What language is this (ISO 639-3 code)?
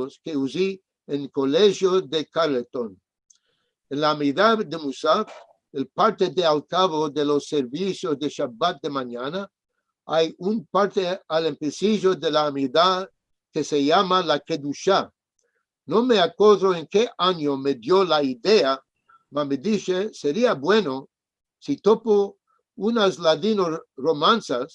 lad